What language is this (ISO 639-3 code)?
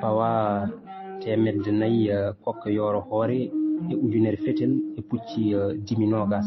ful